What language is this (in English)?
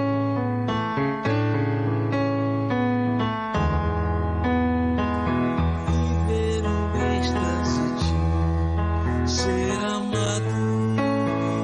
Portuguese